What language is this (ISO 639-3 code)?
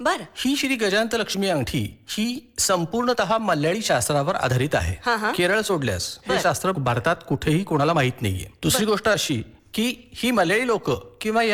mar